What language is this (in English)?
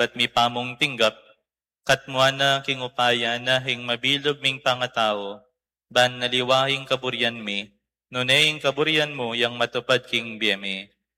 Pampanga